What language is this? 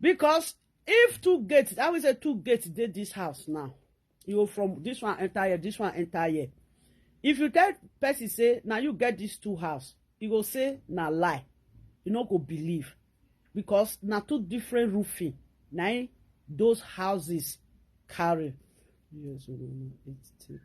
Nigerian Pidgin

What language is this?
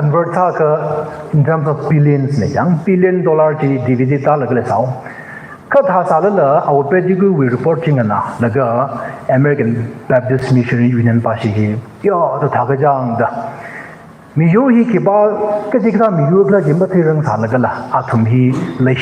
Tangkhul Naga (India)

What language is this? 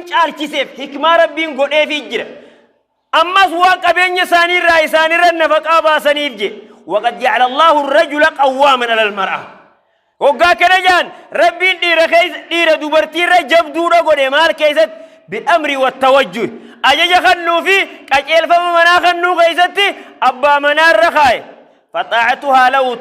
Oromo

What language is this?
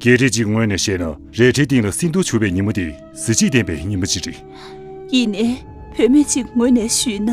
Tibetan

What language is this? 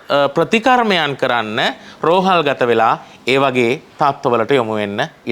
Sinhala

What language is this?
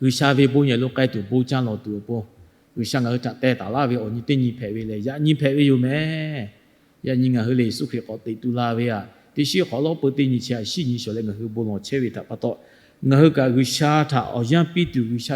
Lahu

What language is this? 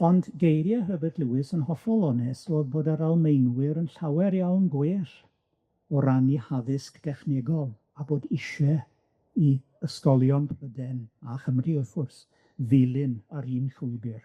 Welsh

